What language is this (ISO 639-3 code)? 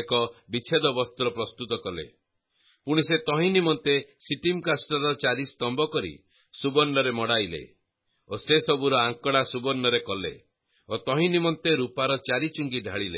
ori